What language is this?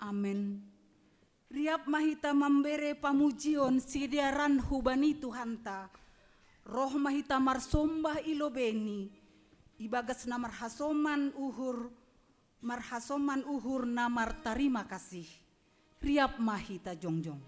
Batak Simalungun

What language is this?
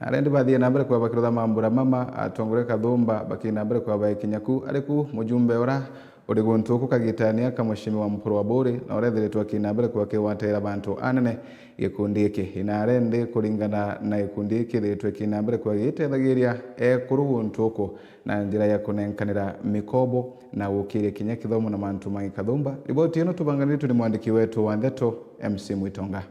Meru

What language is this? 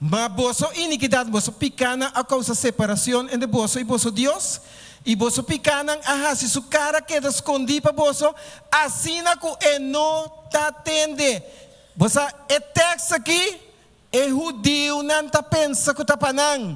Papiamento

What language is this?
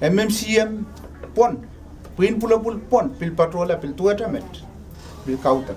Pohnpeian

